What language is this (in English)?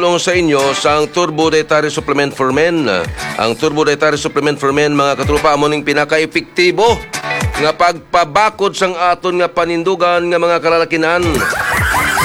Hiligaynon